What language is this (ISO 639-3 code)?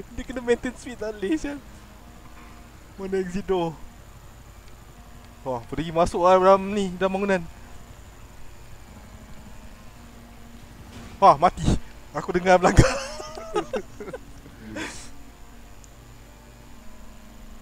msa